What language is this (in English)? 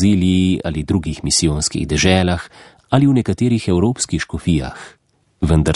Slovenian